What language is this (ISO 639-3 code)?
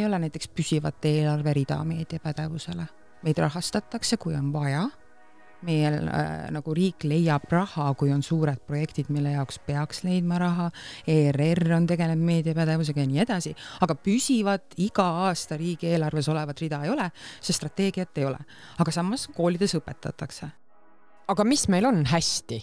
est